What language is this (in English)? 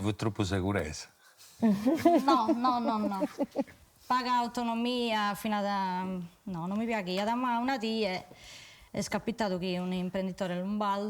Sardinian